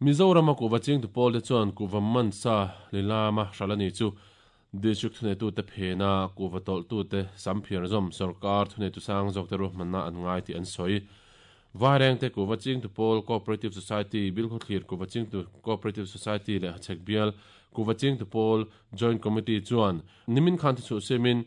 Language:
Mizo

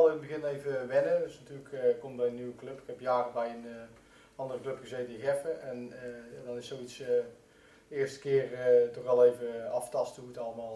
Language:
Dutch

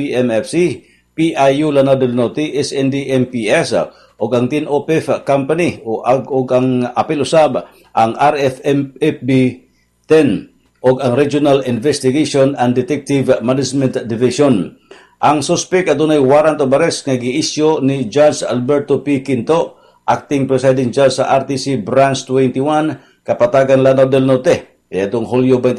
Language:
Cebuano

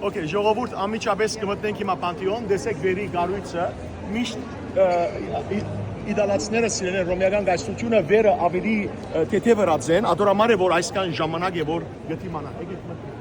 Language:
Western Armenian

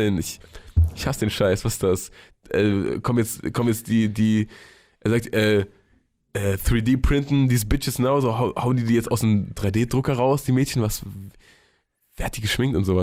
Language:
German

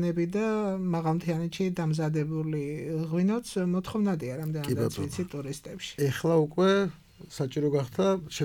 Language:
Georgian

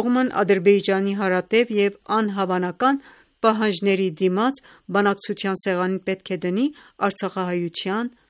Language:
Armenian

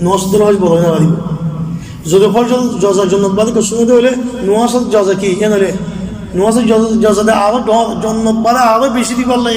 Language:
Rohingya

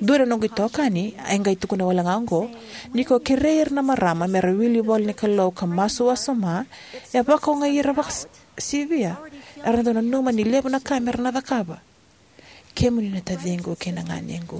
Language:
Fijian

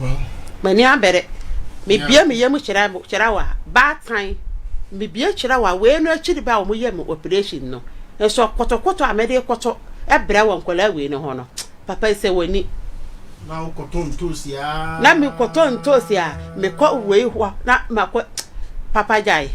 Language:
Akan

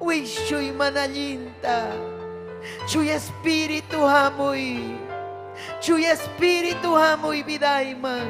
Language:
Ayacucho Quechua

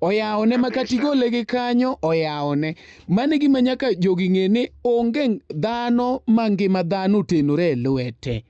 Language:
Luo (Kenya and Tanzania)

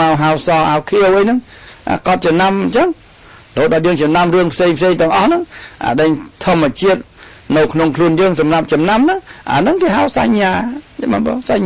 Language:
Khmer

